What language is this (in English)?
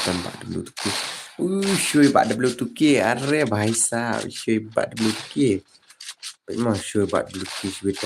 Khasi